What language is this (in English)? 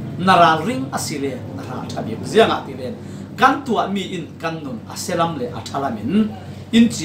Falam Chin